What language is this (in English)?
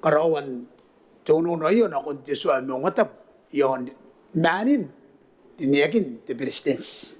Gilbertese